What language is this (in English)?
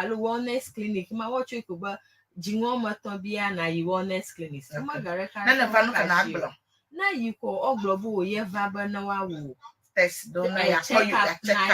Ewe